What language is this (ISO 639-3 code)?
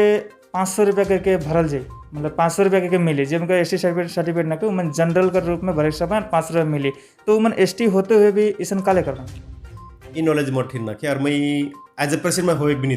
sck